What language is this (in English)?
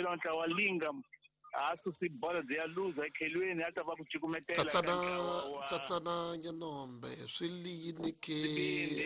Tsonga